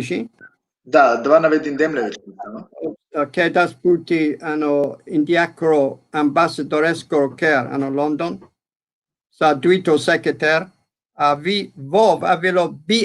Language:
Balkan Romani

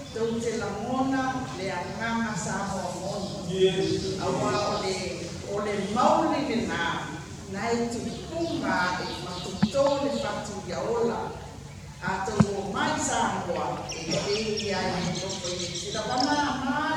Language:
Samoan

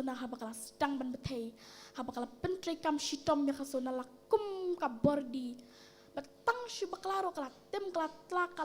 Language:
Khasi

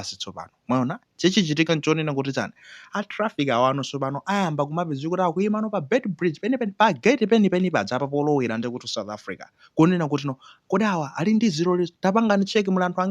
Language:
Nyanja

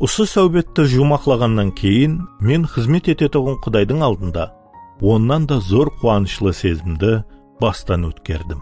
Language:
Kara-Kalpak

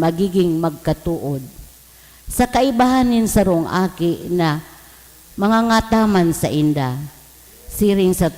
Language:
Bikol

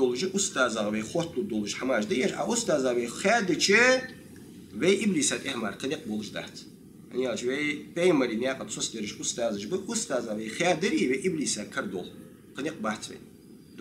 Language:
Ingush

